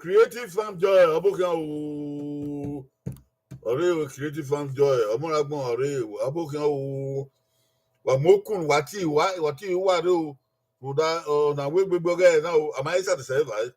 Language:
Bini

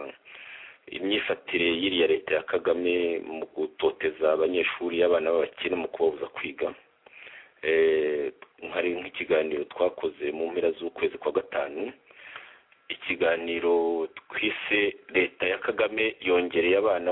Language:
Kinyarwanda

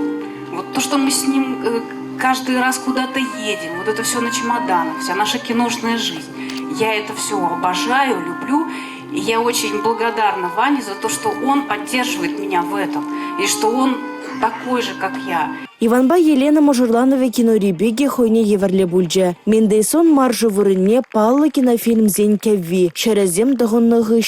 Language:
Chuvash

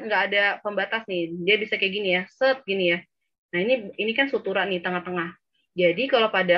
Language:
Indonesian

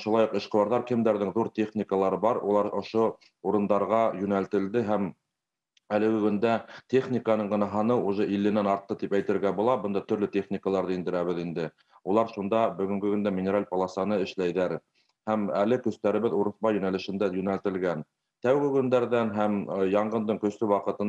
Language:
Bashkir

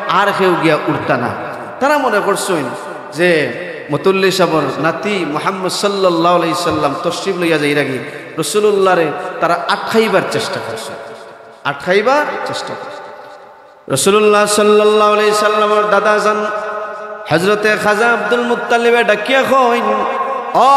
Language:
Sylheti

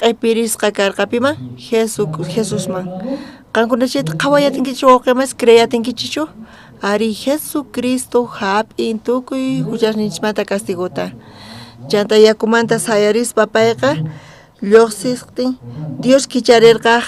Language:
South Bolivian Quechua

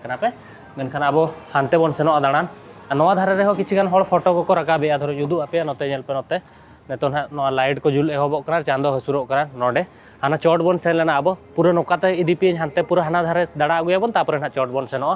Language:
Santali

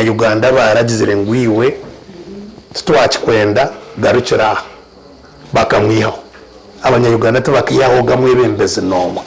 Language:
Nyankole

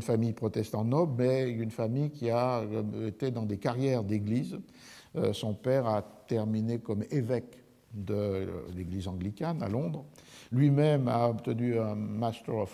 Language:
French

